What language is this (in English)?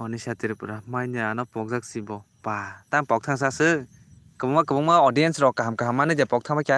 Kok Borok